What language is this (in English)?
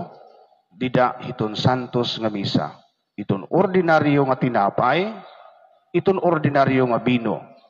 Waray